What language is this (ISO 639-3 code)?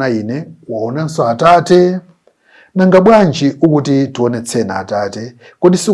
nya